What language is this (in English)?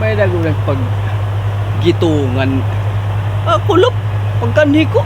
Waray